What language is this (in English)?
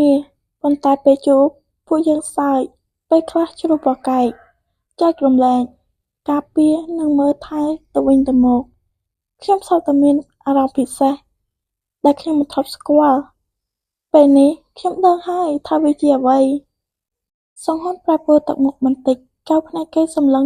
Khmer